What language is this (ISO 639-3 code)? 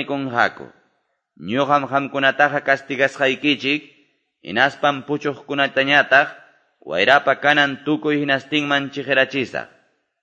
que